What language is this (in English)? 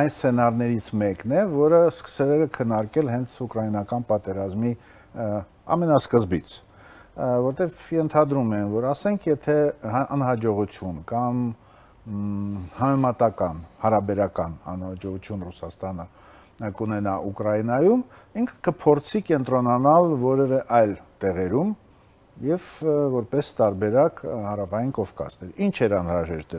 Armenian